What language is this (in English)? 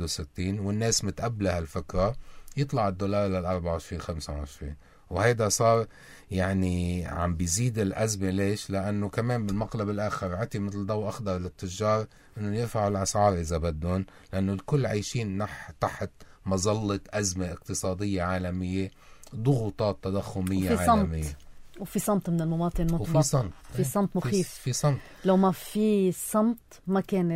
North Levantine Arabic